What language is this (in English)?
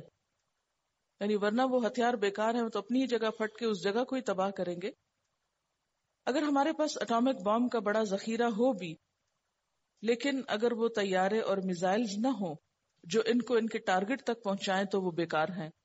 Urdu